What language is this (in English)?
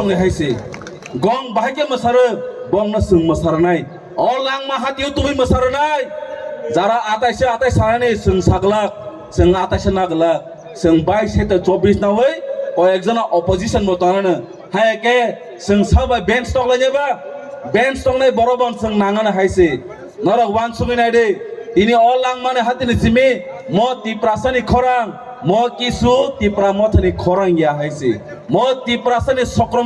Kok Borok